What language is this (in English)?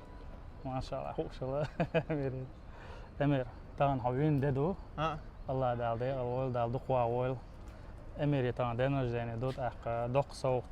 Chechen